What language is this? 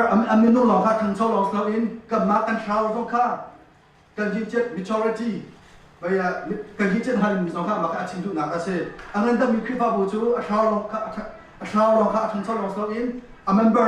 Hakha Chin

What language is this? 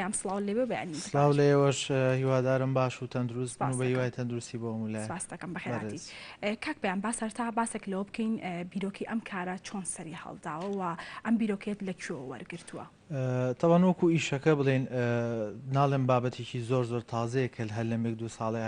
Central Kurdish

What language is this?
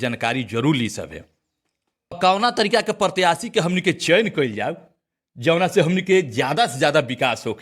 Bhojpuri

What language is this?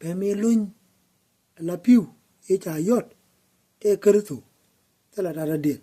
Nuer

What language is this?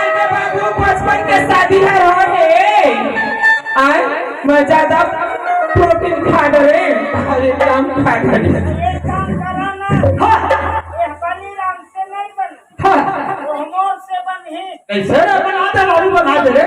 Chhattisgarhi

